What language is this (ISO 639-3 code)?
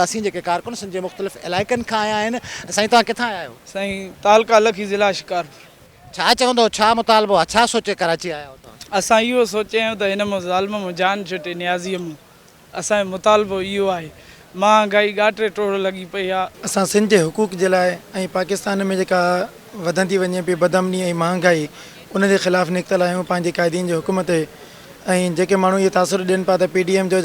snd